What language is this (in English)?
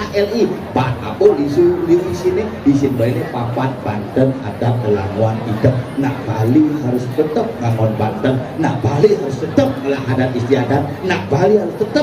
Balinese